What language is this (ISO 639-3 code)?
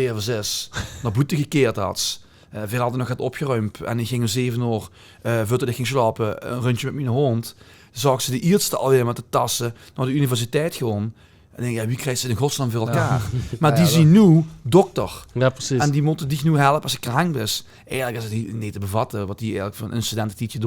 lim